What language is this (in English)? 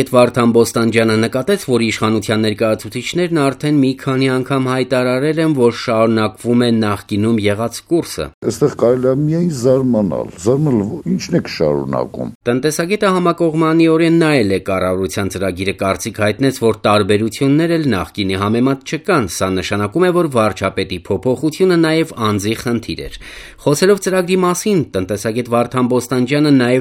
Armenian